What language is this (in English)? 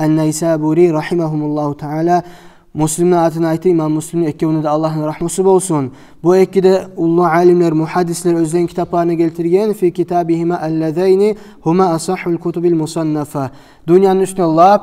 Kumyk